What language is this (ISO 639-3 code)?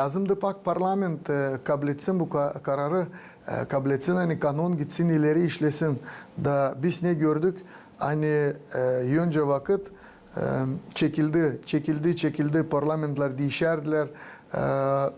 gag